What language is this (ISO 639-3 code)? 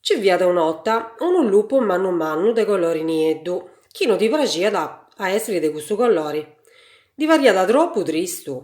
srd